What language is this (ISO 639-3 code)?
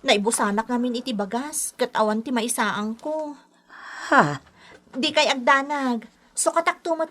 ilo